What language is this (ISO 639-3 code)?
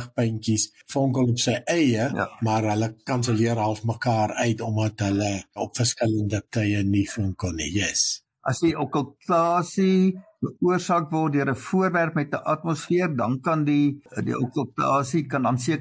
afr